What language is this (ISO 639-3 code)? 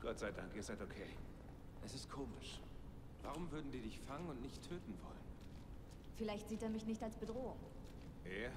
gsw